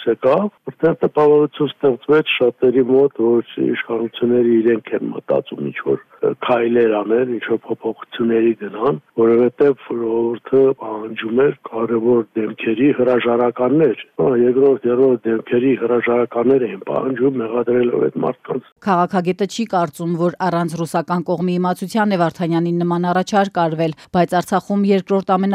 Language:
Armenian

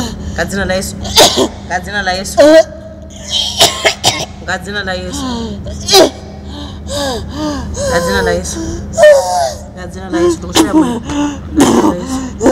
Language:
Swahili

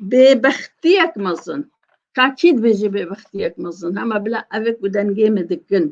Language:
Kurdish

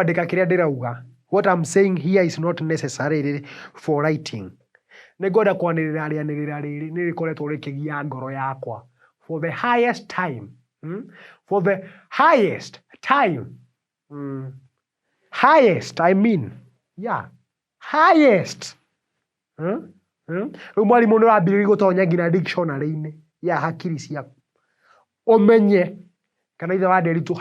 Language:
Kikuyu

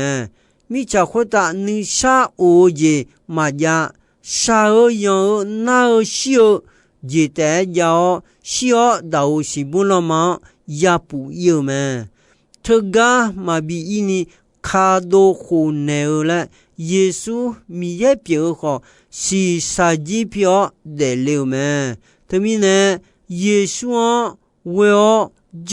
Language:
Akha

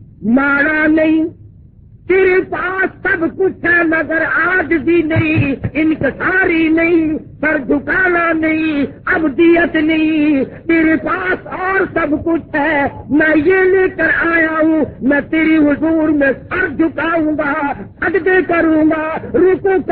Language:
Urdu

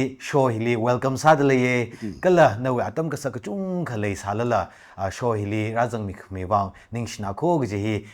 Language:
Tangkhul Naga (India)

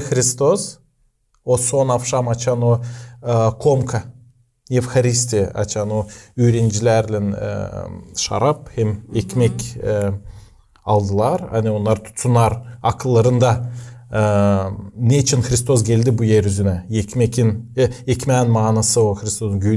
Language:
Gagauz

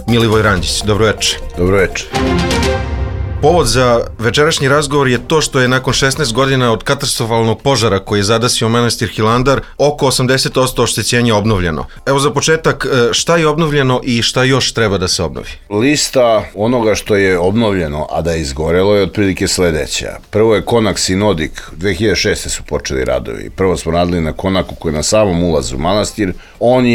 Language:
Serbian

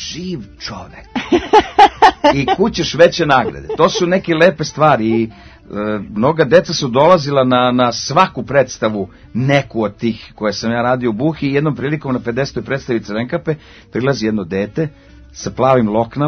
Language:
Serbian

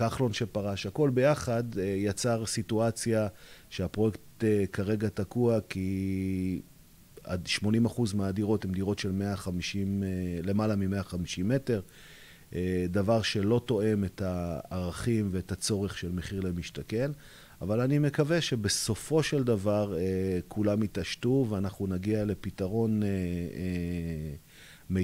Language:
Hebrew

